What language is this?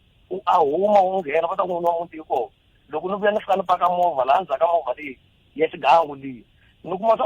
Tsonga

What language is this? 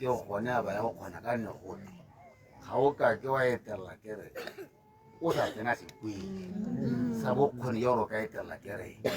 Tswana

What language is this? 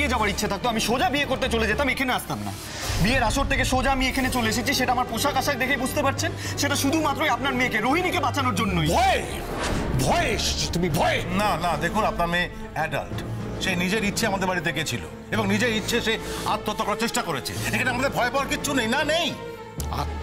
Bangla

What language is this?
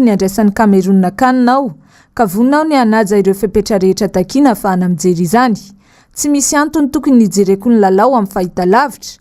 Malagasy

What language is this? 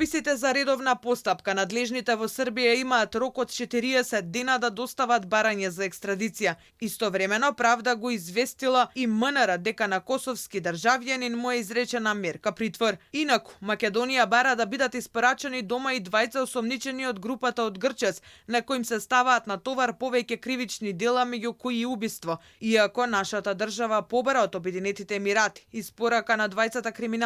Macedonian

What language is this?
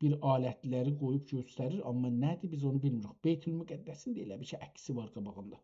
South Azerbaijani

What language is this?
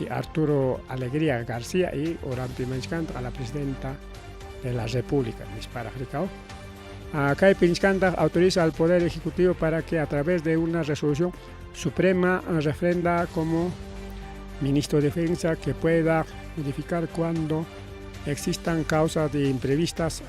Ayacucho Quechua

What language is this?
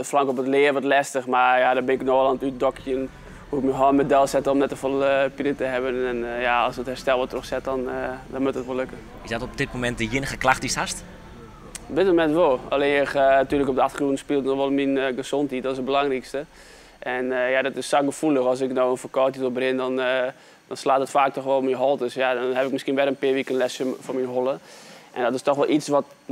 Western Frisian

